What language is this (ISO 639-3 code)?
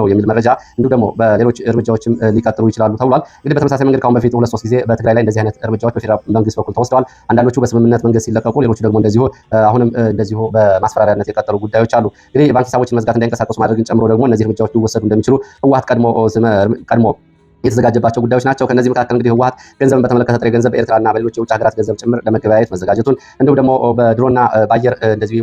amh